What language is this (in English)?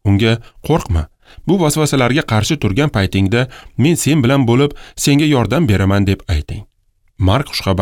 Uzbek